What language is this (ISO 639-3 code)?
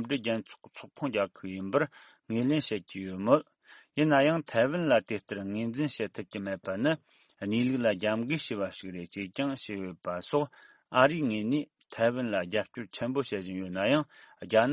bod